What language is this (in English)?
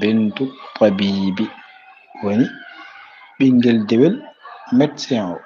Fula